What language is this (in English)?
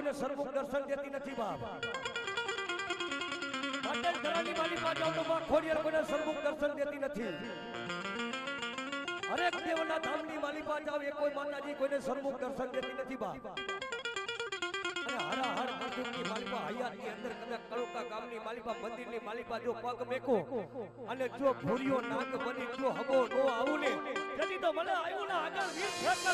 Gujarati